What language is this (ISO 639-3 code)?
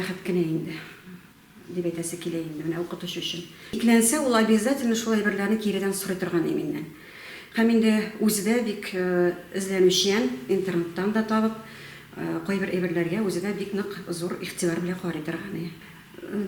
tat